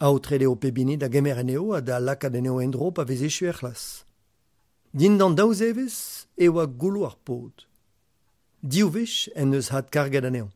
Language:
Breton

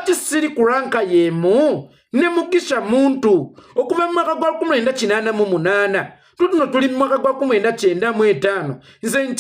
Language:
Ganda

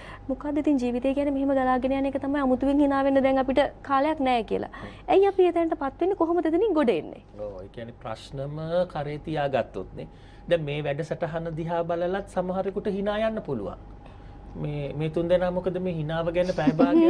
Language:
Sinhala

